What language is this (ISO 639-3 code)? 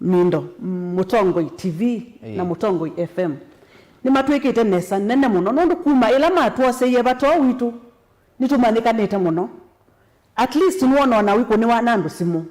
kam